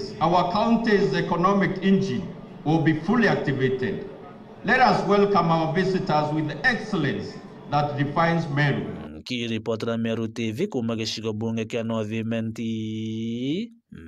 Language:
Meru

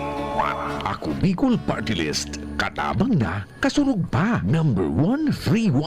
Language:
Bikol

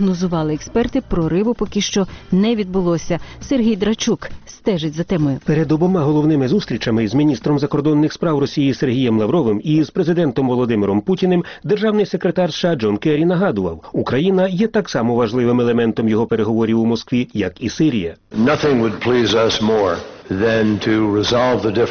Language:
Ukrainian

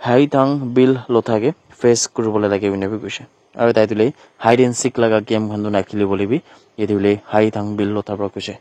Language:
Naga Pidgin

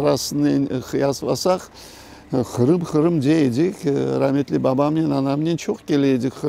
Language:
Crimean Tatar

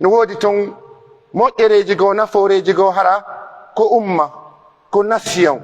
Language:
Pular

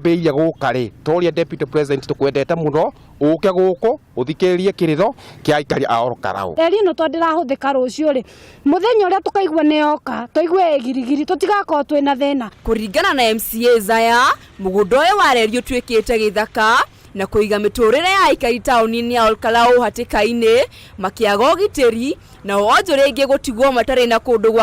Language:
Kikuyu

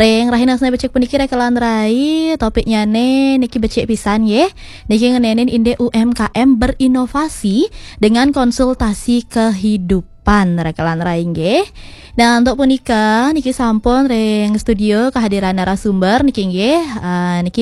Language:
Balinese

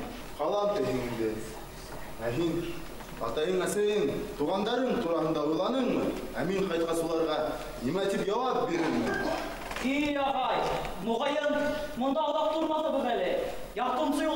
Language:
Bashkir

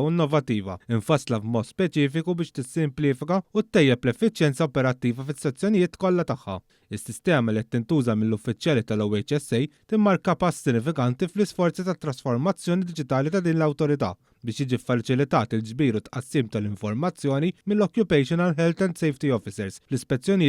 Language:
Maltese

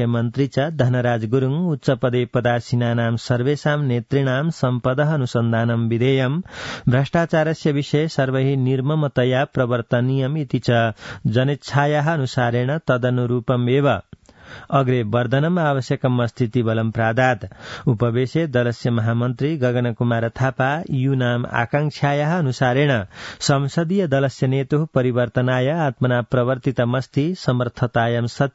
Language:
Sanskrit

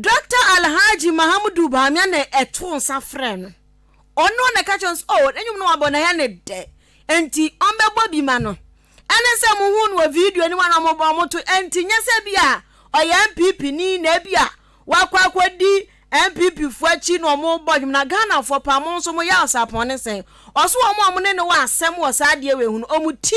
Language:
Akan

